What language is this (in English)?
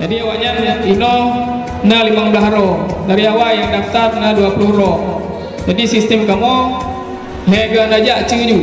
Achinese